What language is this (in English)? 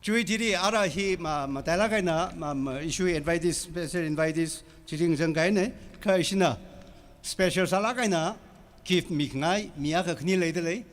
Tangkhul Naga (India)